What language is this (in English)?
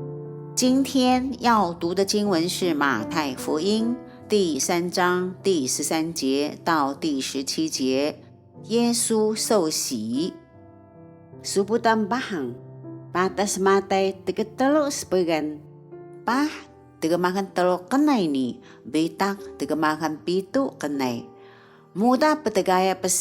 Taroko